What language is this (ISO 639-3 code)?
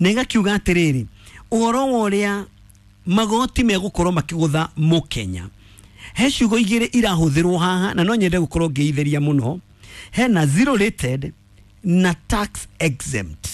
kik